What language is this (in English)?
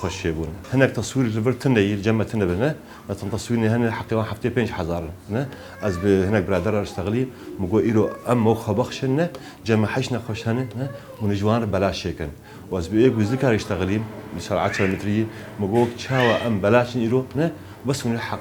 Kurdish